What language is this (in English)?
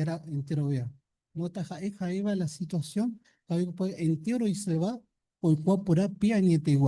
Guarani